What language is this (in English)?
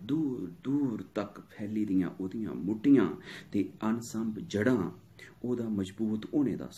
Dogri